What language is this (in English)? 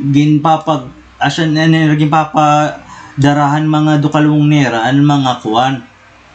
Waray